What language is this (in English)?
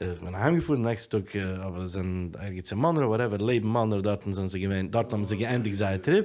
Yiddish